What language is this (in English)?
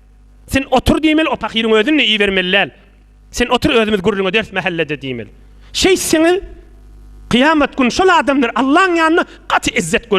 Turkmen